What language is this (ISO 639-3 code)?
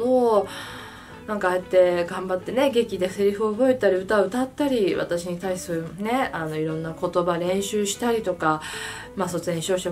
jpn